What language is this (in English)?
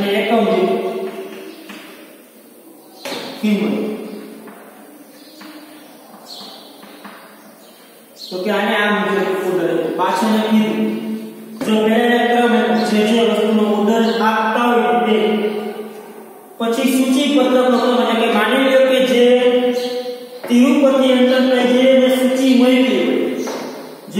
Gujarati